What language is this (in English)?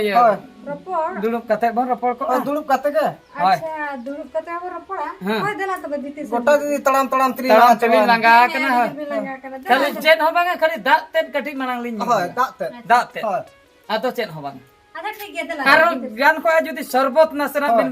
Santali